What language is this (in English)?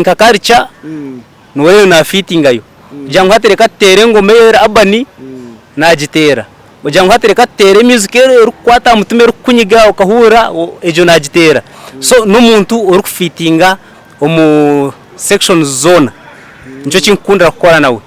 Nyankole